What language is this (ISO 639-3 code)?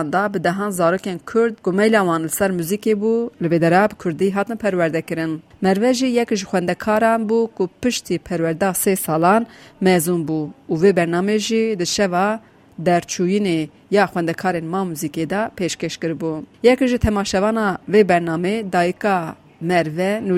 kur